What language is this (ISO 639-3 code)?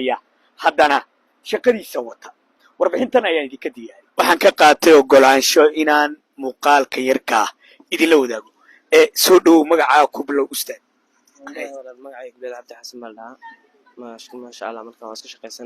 som